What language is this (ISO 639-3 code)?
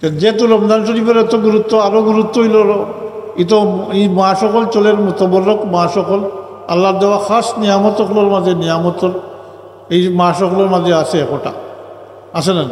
syl